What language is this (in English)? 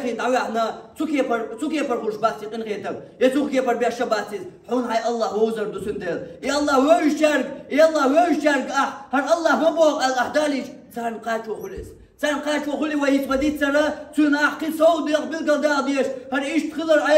Chechen